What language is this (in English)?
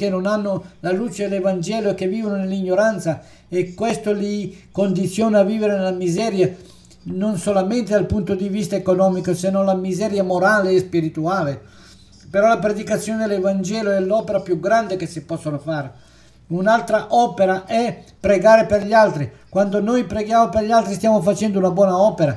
Italian